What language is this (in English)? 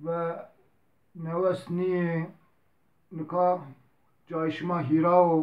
Zaza